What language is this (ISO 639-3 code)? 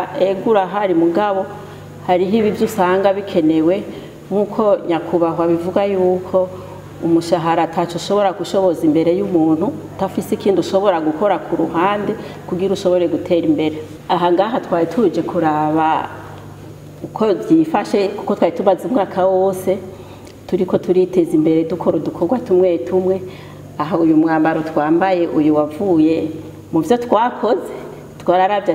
run